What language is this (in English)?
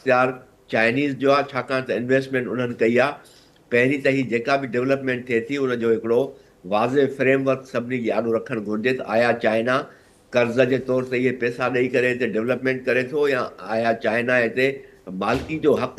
Sindhi